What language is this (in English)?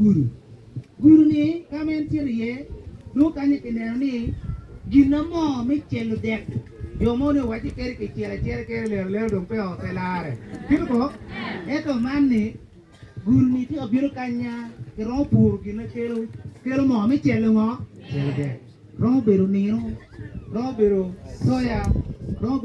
Acoli